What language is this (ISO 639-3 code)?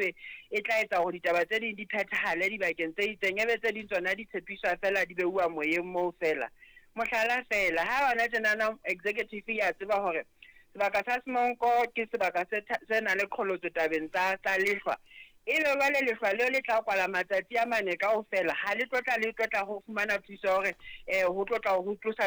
sot